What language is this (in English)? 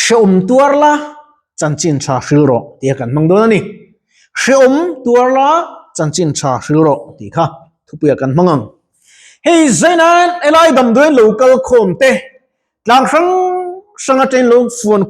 Mizo